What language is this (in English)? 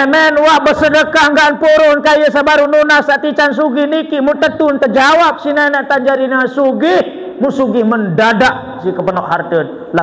Sasak